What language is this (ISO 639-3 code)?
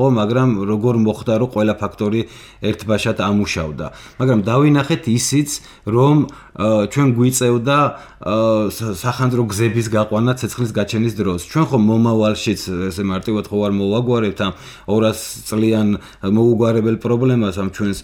kat